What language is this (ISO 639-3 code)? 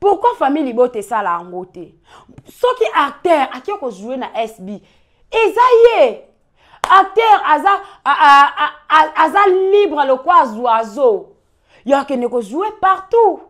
lin